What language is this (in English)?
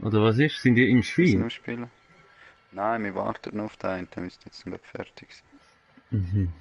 Swiss German